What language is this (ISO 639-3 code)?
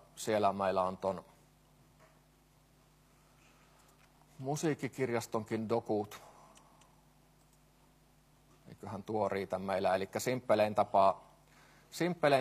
fin